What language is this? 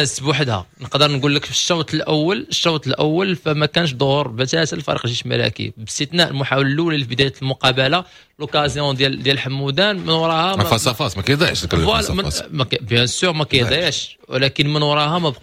Moroccan Arabic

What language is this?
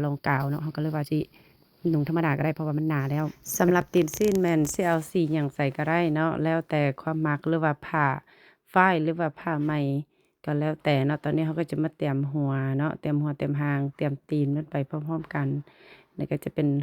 Lao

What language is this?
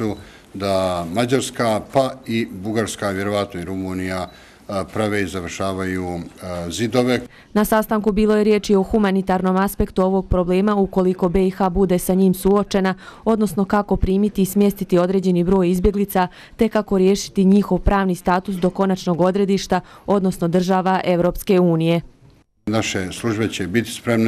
Bosnian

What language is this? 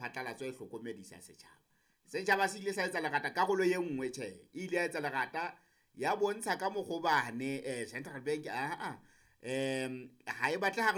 Southern Sotho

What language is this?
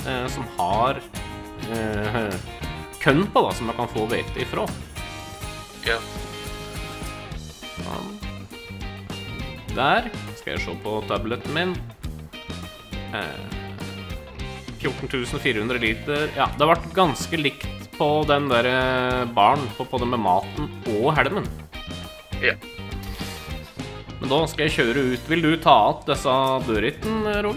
Norwegian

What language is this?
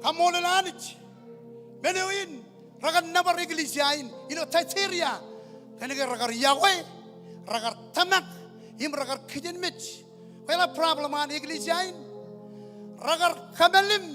Marshallese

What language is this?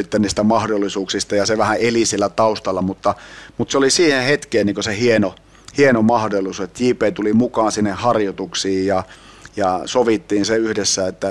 Finnish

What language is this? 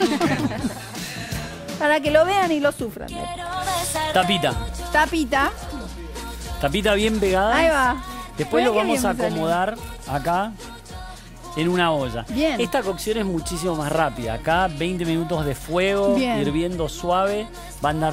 Spanish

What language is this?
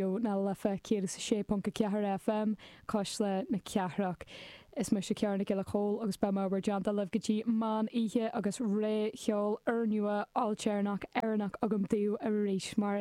Irish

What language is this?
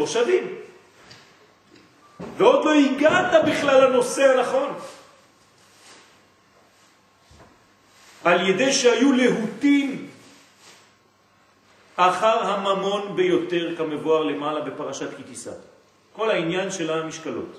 Hebrew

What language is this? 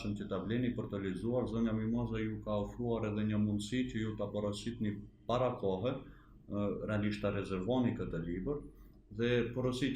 Albanian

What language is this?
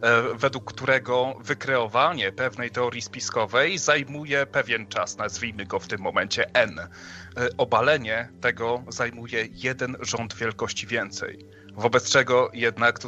Polish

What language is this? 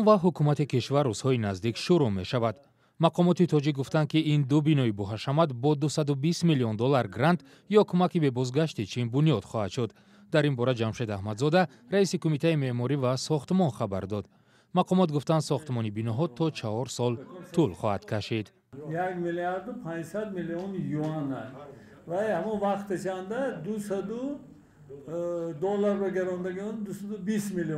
Tajik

